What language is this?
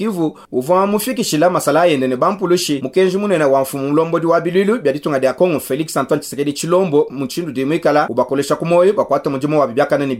Luba-Lulua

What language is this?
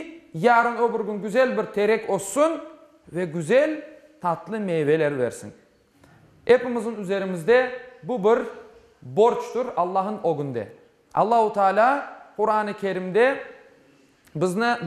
Crimean Tatar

